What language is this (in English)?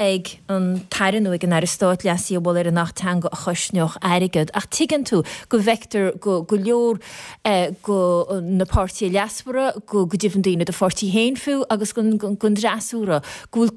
Irish